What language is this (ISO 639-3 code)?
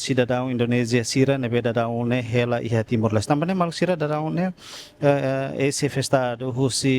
tet